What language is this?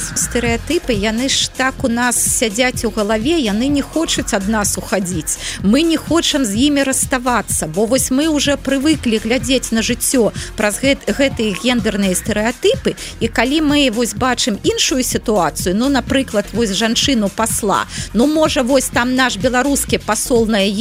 Belarusian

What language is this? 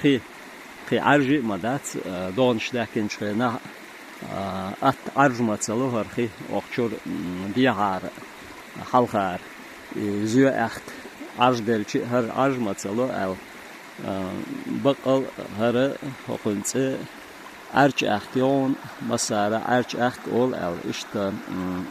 Chechen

